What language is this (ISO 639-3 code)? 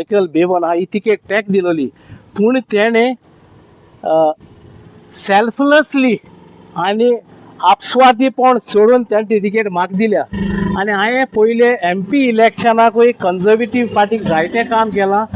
kok